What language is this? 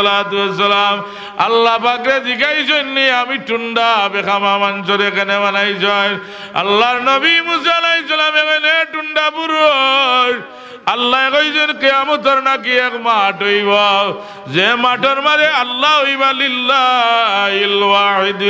Sylheti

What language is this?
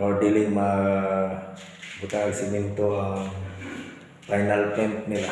Cebuano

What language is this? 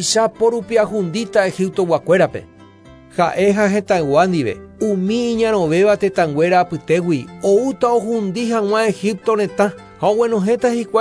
Guarani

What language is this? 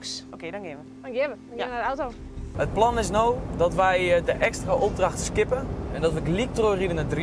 Western Frisian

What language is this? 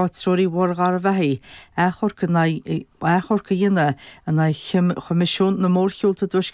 Irish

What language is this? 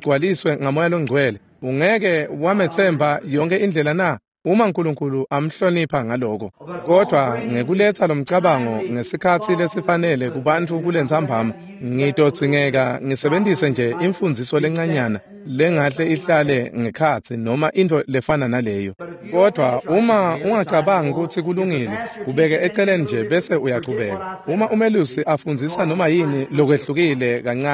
Swati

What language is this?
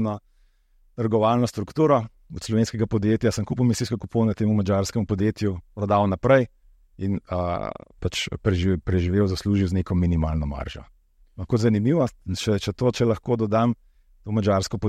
Slovenian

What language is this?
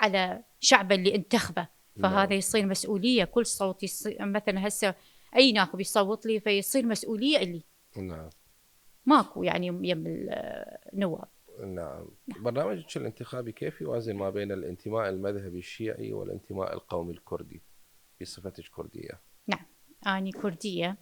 Mesopotamian Arabic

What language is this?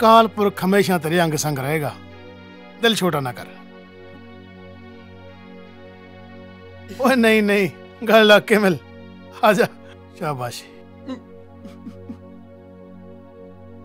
Punjabi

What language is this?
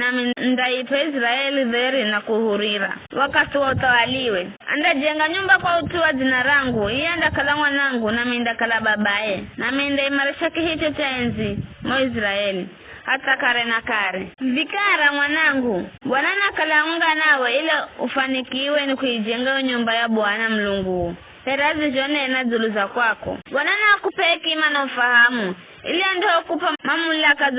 Giryama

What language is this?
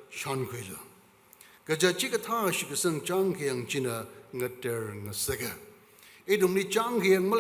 Tangkhul Naga (India)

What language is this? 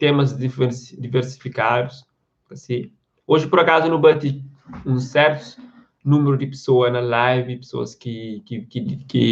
Kabuverdianu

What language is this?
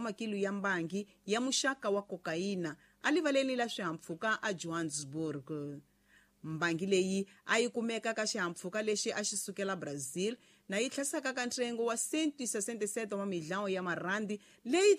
Tsonga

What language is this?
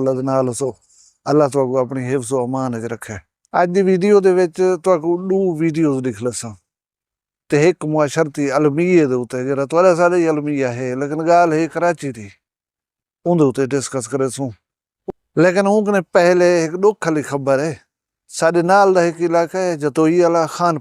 Saraiki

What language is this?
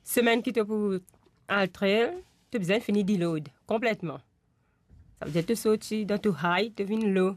Morisyen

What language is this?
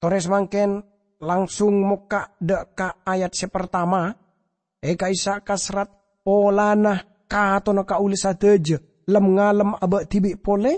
Madurese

